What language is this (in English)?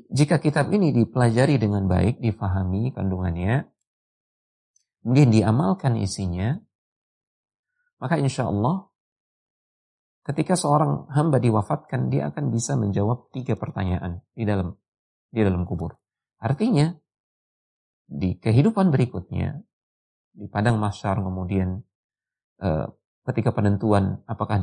Indonesian